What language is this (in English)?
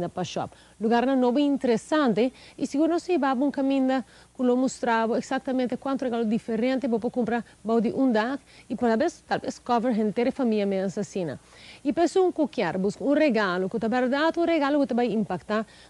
Papiamento